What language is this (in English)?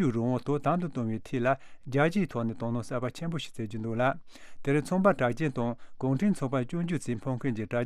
Tibetan